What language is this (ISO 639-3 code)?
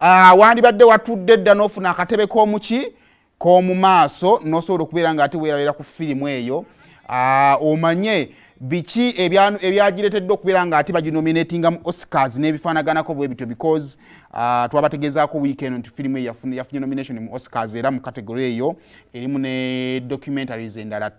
lug